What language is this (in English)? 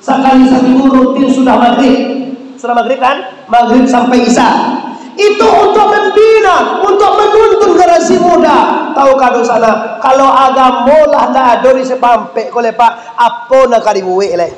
Minangkabau